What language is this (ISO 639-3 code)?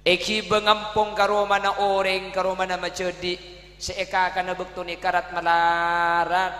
mad